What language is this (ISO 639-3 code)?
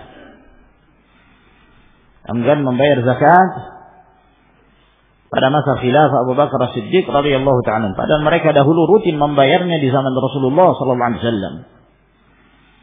ind